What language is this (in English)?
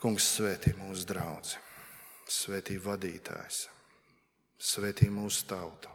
Latvian